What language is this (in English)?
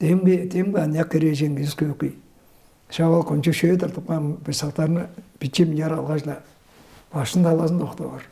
Tuvinian